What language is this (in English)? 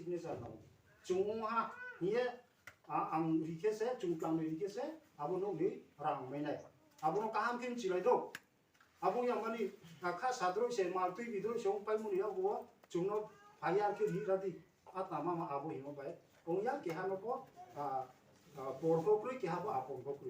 Riang (India)